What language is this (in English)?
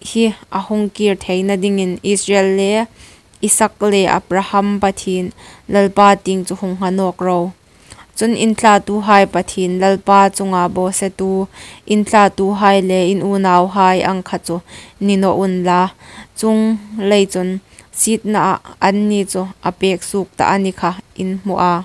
Hmar